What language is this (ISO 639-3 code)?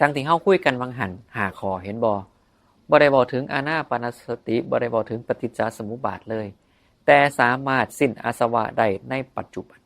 tts